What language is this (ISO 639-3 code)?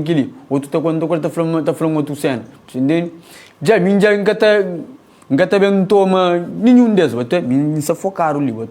kea